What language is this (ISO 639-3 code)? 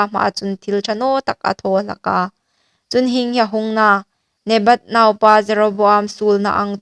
hmr